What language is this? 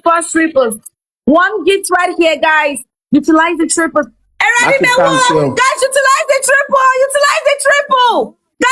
Jamaican Creole English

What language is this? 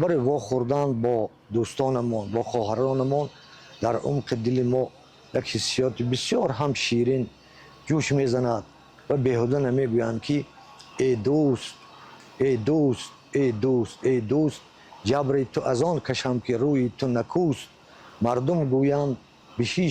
Tajik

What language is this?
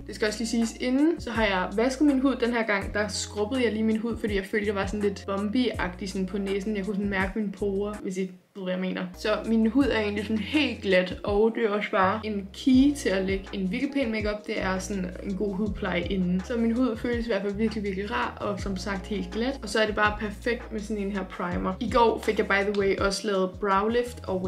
Danish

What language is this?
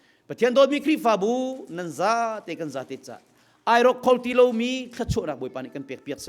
Hakha Chin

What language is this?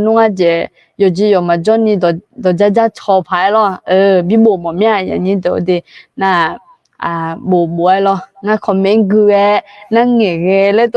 Akha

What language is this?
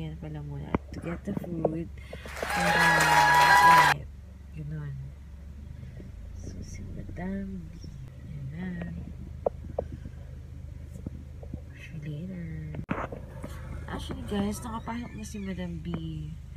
Filipino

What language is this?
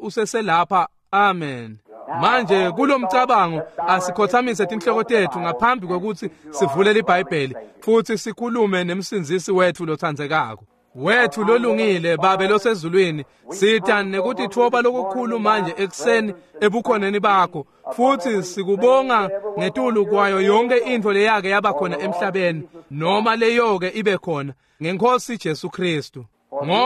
Swati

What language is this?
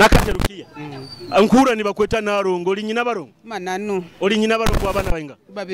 Nyoro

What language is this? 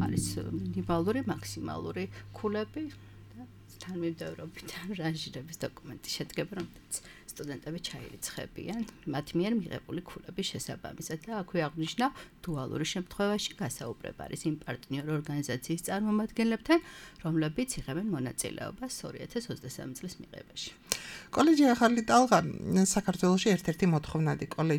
Georgian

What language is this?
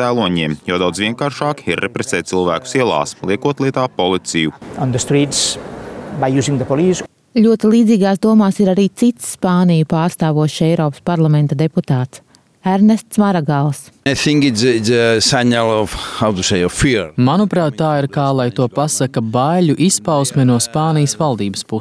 Latvian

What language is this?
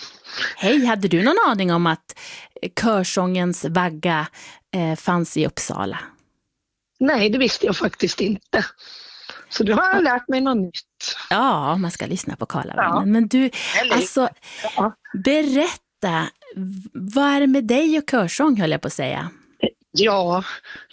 Swedish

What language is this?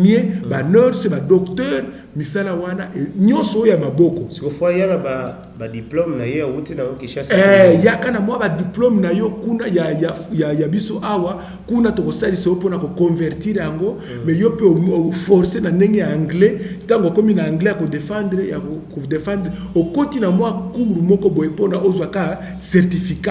Lingala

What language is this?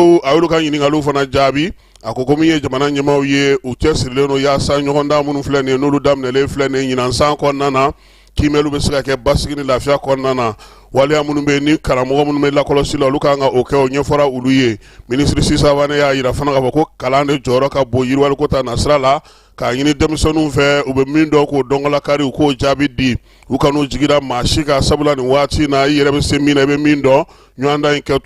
Bambara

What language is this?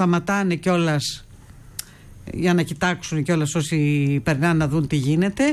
Greek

